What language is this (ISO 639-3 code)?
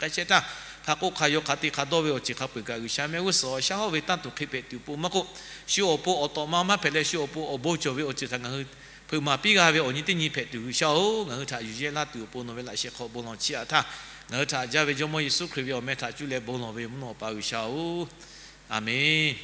lhu